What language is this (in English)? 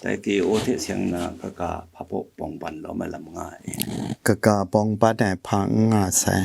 Kachin